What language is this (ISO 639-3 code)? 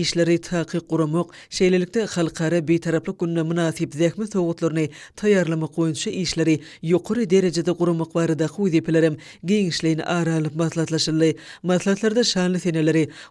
tuk